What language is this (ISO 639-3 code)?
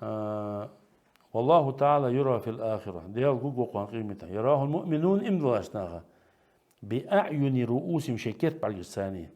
inh